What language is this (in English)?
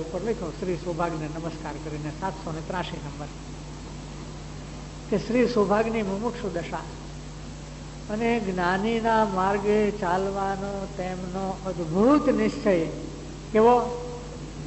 Gujarati